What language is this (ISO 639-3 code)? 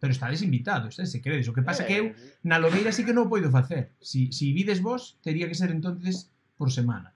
glg